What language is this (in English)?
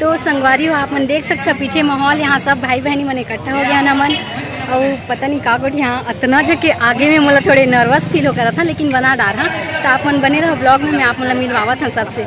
Chhattisgarhi